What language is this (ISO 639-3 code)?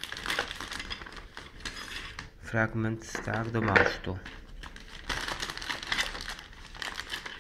pol